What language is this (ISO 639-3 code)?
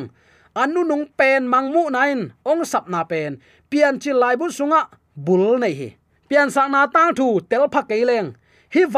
ctd